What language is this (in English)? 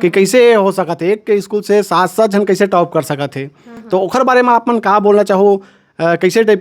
Chhattisgarhi